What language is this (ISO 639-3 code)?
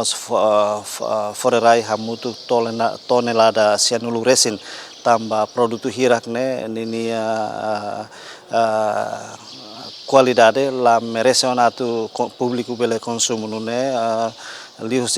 tet